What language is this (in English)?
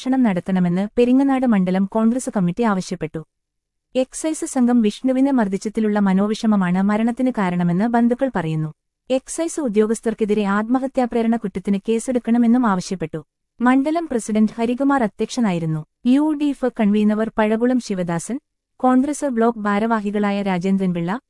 Malayalam